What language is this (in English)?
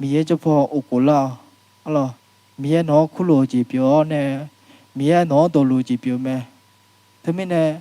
Akha